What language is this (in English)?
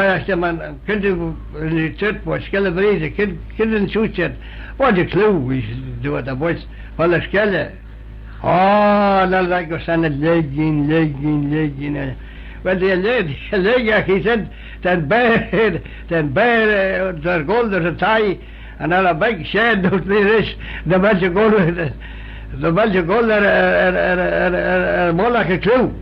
Manx